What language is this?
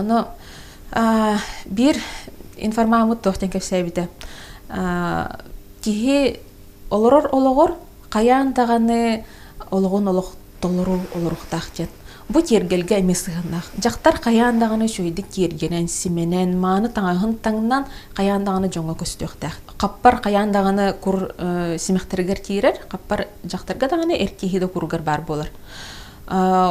Yakut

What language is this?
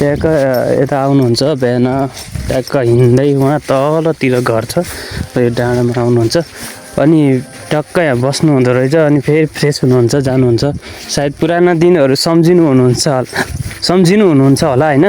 Nepali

